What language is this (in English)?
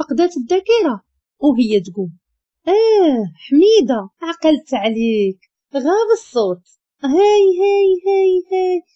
Moroccan Arabic